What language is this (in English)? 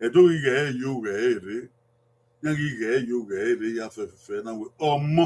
Bini